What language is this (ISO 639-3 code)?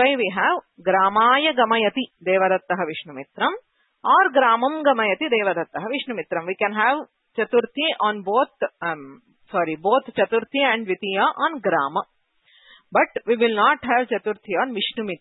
san